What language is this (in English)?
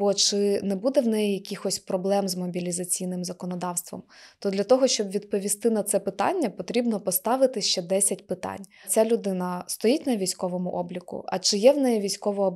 Ukrainian